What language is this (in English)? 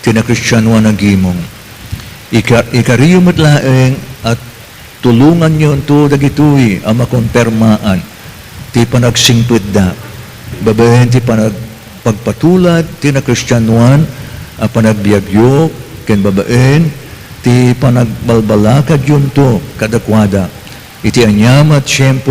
Iloko